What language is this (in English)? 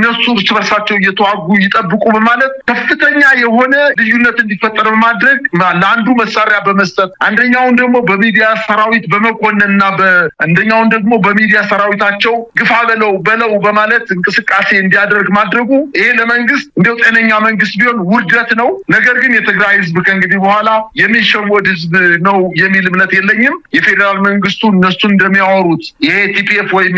Amharic